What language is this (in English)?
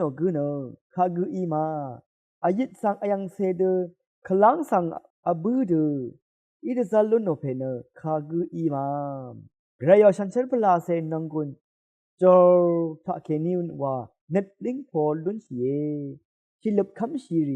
Rawang